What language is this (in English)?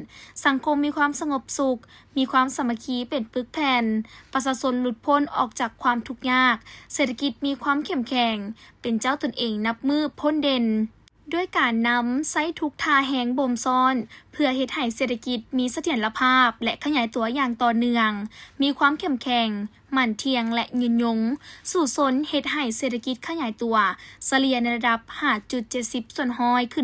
Lao